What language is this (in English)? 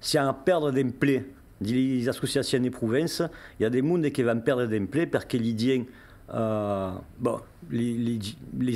Occitan